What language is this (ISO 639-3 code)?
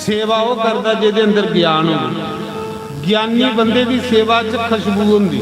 doi